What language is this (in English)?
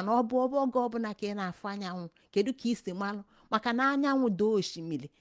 Igbo